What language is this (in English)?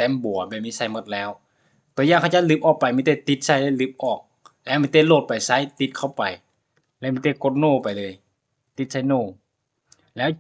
Lao